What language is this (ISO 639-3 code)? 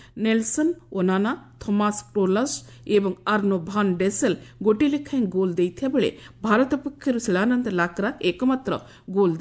ori